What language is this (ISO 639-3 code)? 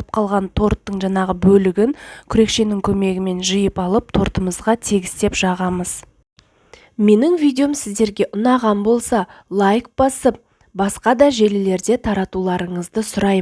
kaz